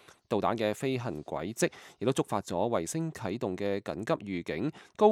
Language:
Cantonese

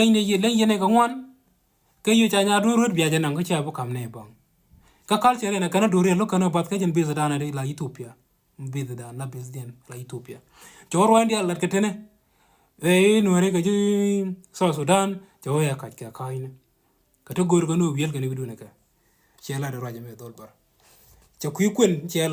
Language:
Nuer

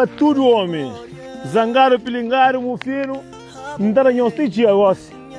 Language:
Kabuverdianu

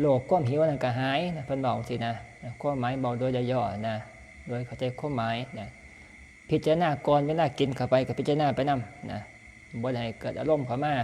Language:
Northeastern Thai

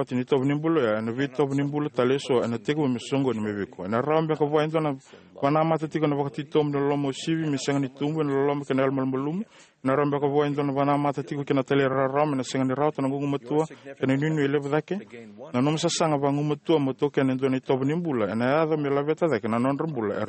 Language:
Fijian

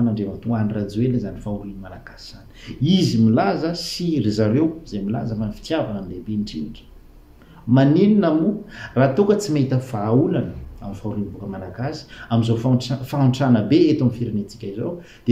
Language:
Malagasy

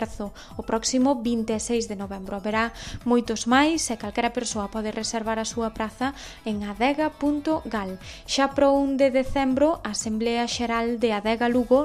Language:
Galician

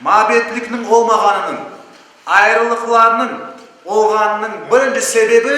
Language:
Crimean Tatar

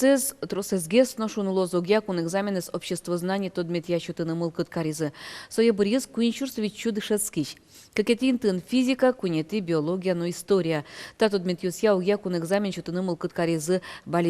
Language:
Udmurt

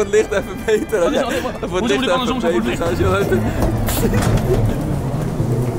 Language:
Dutch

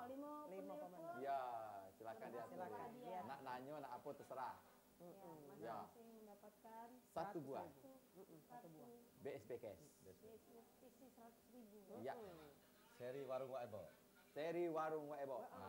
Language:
Musi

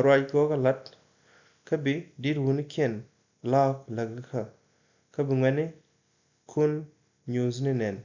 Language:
Nuer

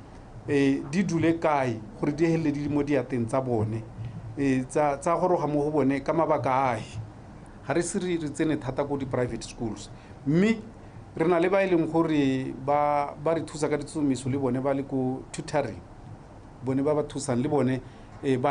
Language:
Tswana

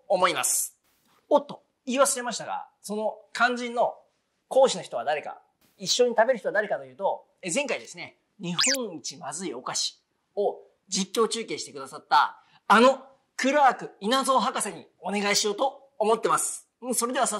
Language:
Japanese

